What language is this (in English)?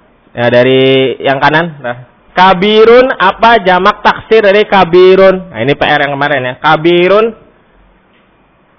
Indonesian